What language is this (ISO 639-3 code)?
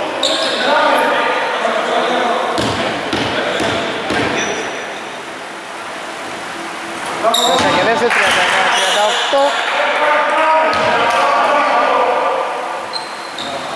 ell